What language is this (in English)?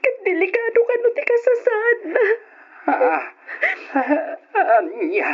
Iloko